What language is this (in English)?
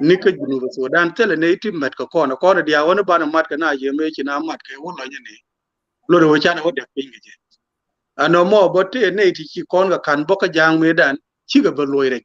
Nuer